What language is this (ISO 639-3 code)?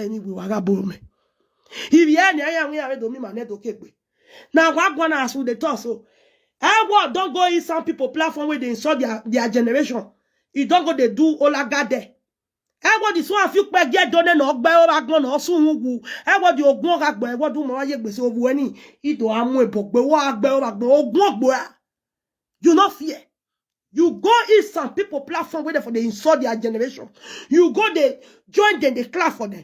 pcm